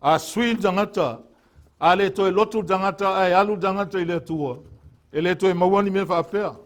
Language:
Samoan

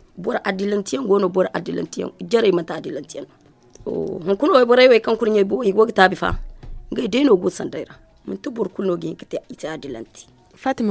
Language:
Zarma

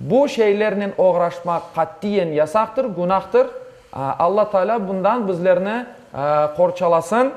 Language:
Crimean Tatar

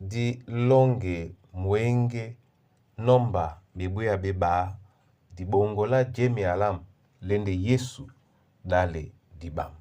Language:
Duala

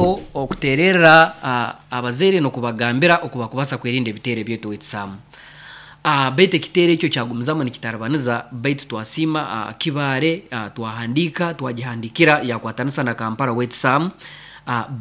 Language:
Nyoro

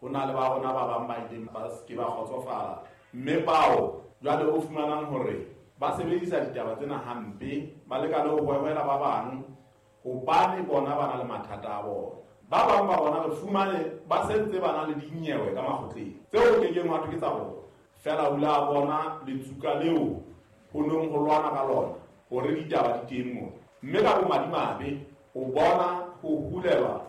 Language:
Southern Sotho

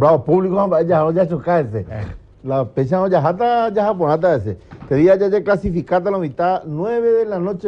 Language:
Guarani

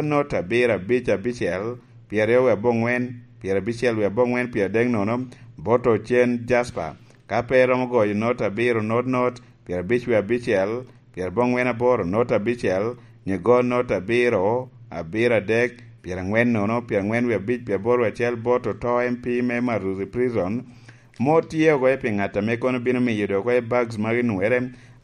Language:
Lango (Uganda)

